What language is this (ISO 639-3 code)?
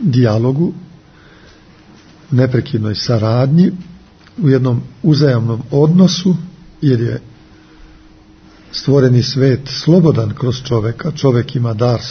srp